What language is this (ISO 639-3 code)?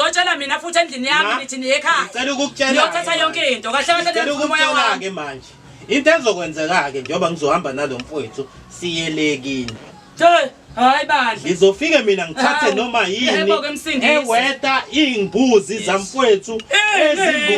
zul